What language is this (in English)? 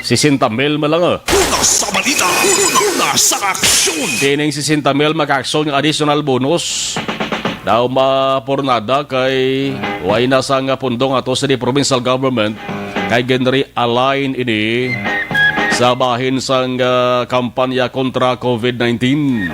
Hiligaynon